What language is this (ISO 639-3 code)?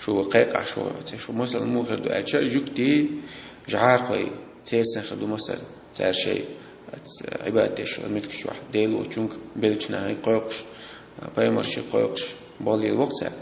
che